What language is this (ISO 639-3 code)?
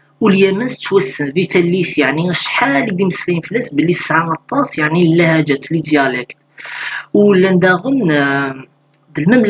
kab